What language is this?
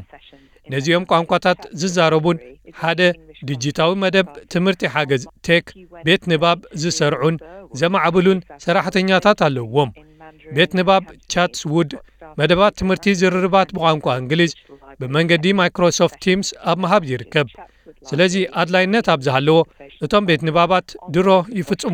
Tigrinya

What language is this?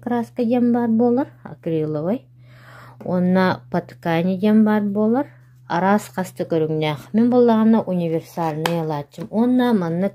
Yakut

